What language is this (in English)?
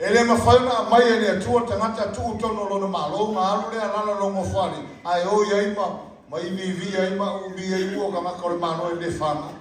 Samoan